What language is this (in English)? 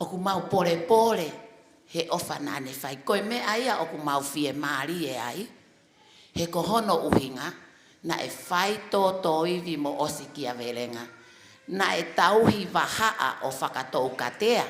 Tongan